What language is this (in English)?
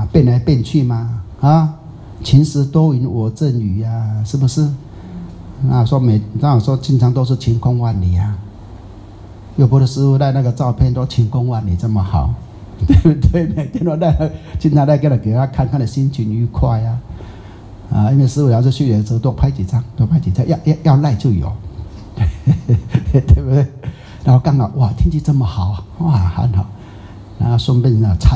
Chinese